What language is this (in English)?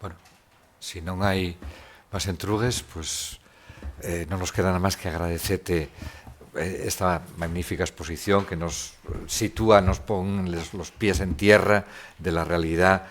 Asturian